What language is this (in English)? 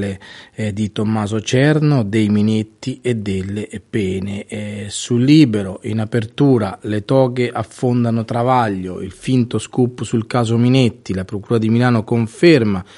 Italian